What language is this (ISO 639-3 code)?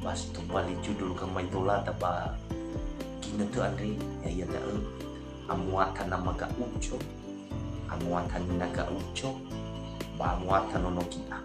nia